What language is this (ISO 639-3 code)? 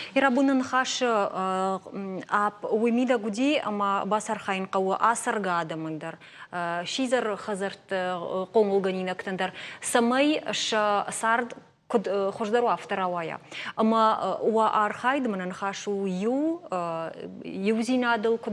oss